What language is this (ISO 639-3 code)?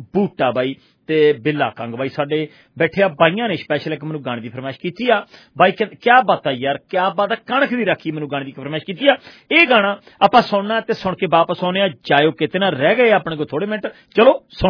pan